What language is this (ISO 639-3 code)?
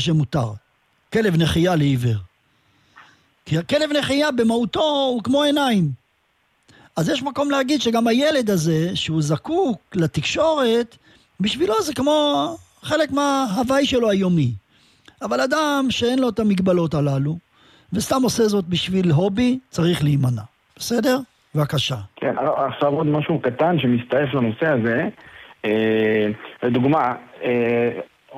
heb